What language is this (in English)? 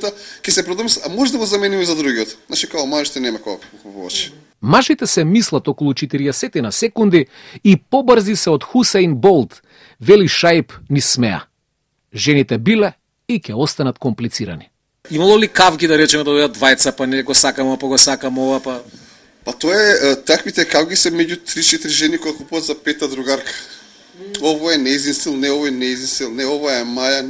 Macedonian